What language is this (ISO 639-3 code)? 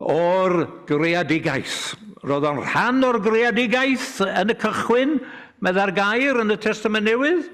cym